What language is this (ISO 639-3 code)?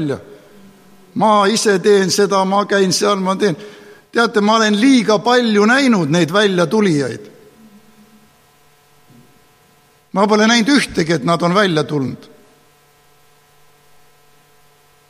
est